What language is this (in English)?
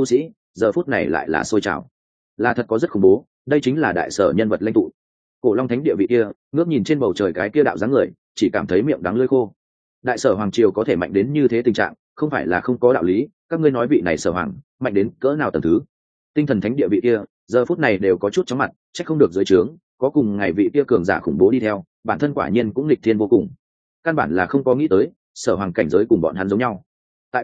Vietnamese